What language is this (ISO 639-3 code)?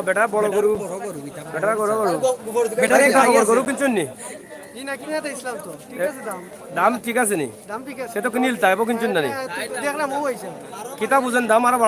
syl